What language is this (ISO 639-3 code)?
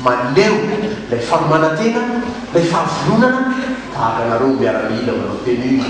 mlg